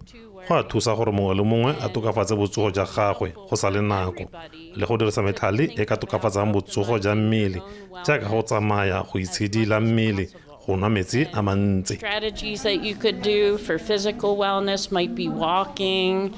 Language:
Tswana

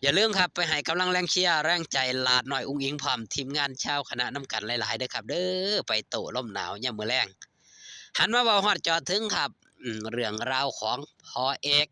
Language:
Northeastern Thai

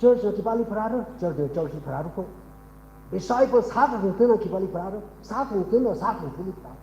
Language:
Tangkhul Naga (India)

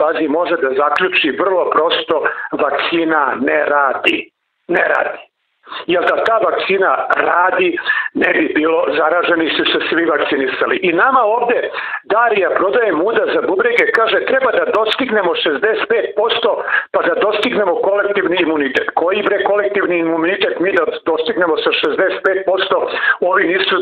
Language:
Serbian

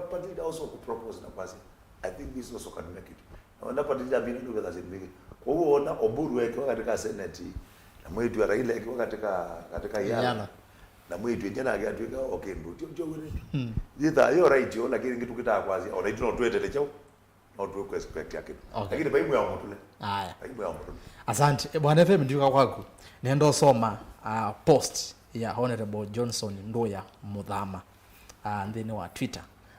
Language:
Kamba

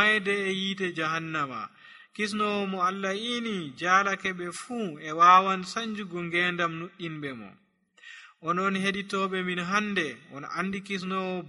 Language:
Nigerian Fulfulde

